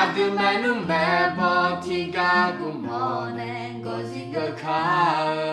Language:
Akha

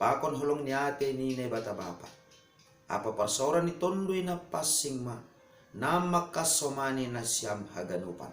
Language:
Batak Simalungun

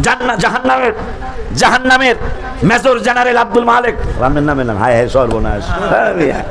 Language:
Sylheti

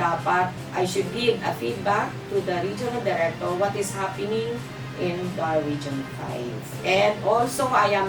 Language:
Bikol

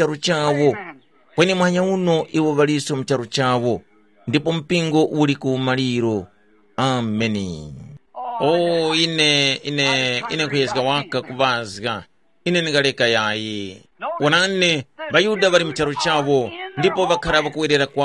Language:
Tumbuka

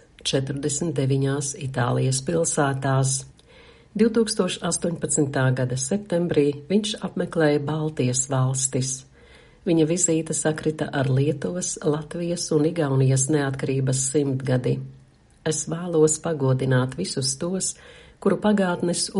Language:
Latvian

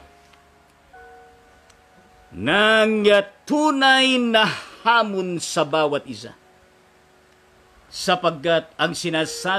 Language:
Filipino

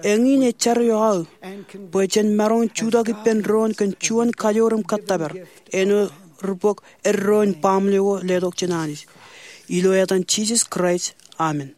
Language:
Marshallese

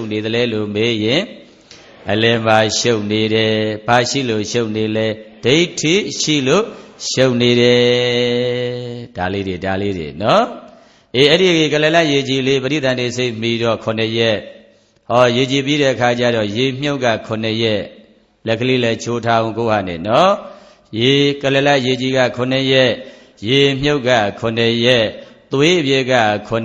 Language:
Burmese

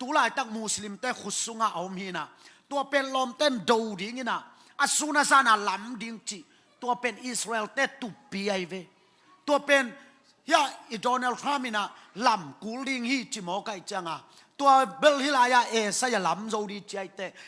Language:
Tedim Chin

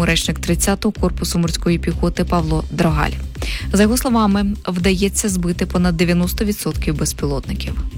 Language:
Ukrainian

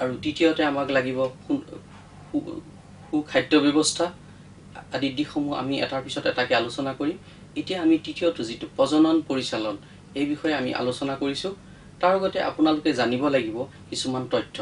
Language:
Assamese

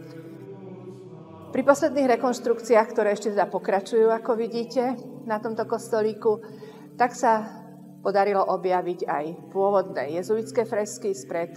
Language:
Slovak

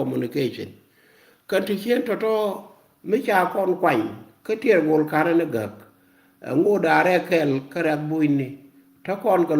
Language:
Nuer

